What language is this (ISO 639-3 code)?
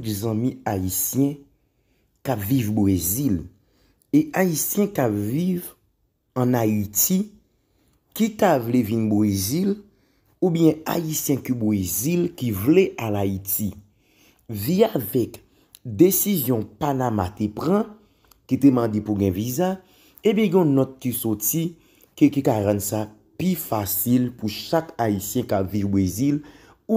hat